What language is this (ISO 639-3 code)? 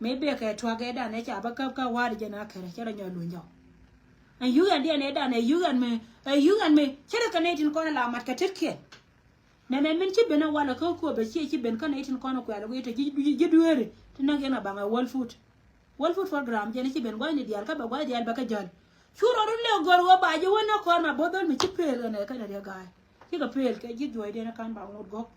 nus